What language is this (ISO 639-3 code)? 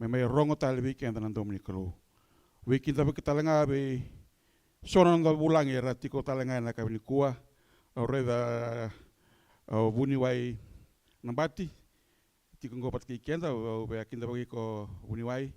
fij